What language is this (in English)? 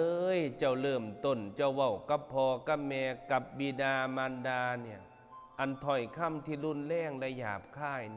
Northeastern Thai